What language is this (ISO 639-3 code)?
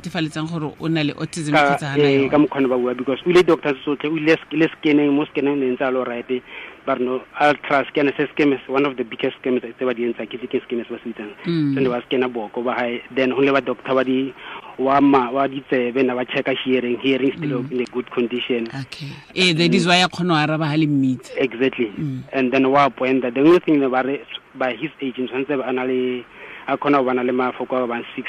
tsn